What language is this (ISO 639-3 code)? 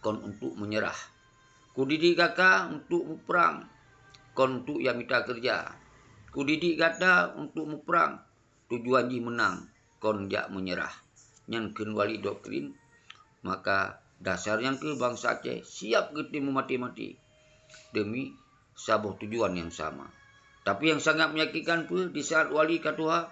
ace